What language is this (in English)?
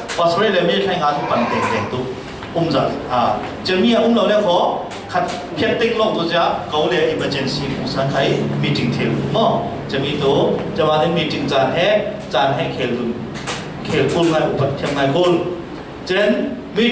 Falam Chin